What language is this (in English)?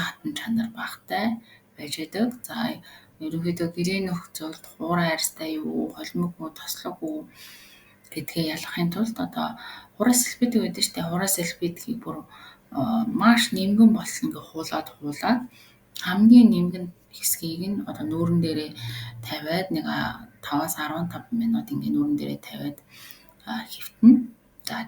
Mongolian